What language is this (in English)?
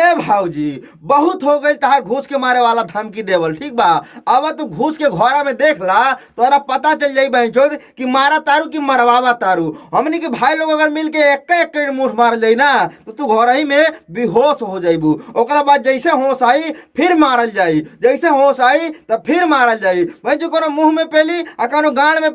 Bhojpuri